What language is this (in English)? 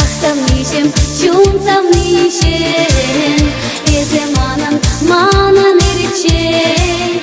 Chuvash